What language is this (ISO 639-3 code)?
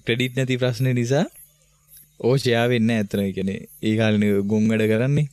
sin